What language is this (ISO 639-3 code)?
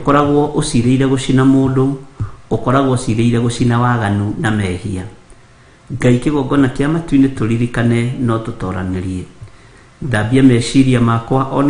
kik